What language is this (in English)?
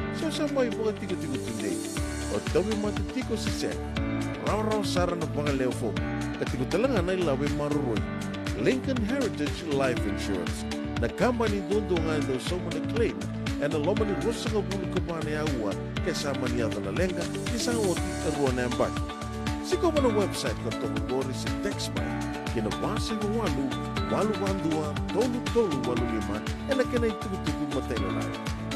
Fijian